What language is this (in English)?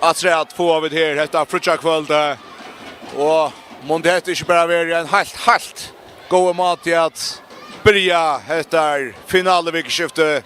Faroese